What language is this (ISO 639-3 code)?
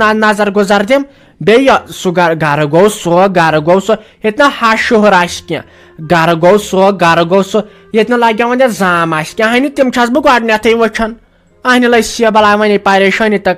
kas